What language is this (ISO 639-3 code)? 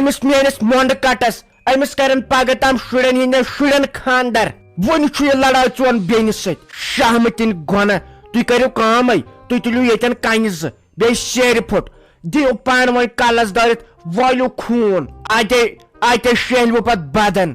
kas